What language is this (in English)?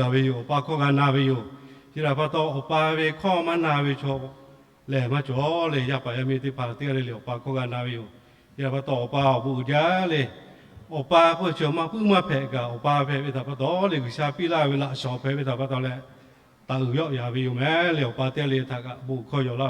Lahu